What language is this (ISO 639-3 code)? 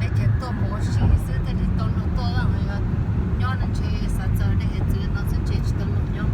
hmn